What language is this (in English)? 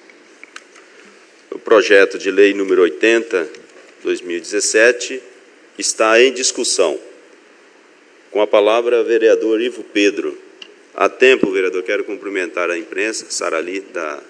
Portuguese